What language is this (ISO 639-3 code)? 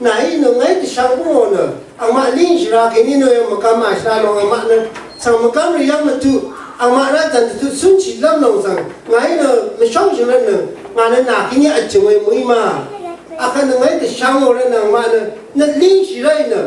raw